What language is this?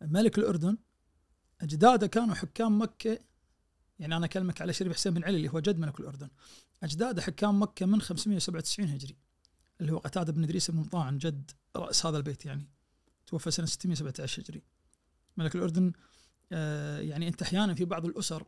Najdi Arabic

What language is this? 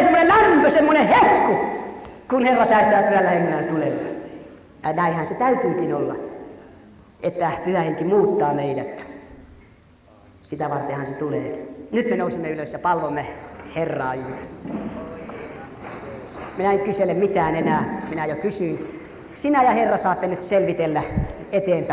Finnish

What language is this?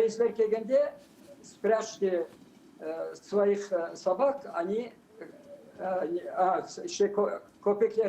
Crimean Tatar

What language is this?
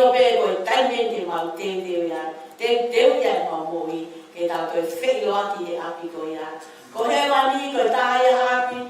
Tongan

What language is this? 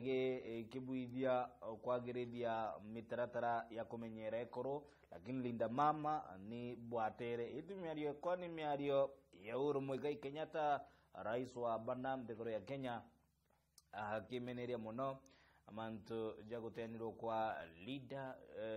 Meru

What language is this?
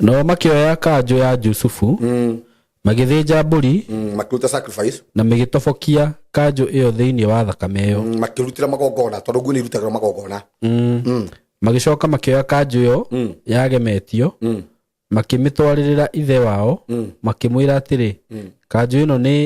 Kikuyu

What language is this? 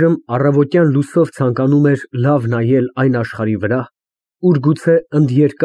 Armenian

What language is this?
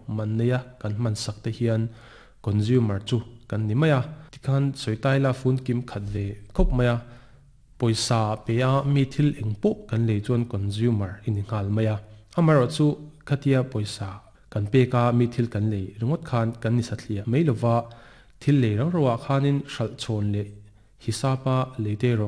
Mizo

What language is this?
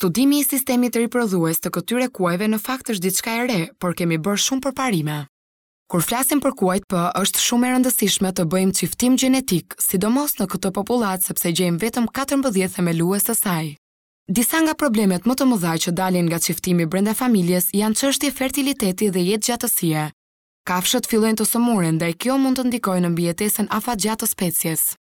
Albanian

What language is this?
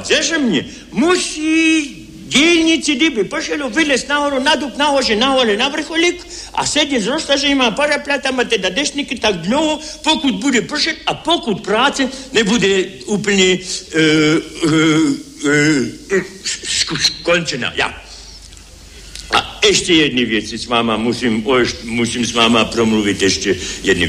Czech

